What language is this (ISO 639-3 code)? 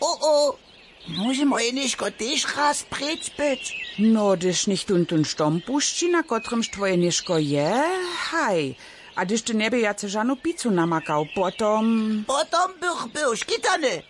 hsb